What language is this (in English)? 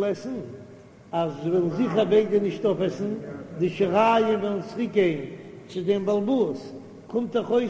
Yiddish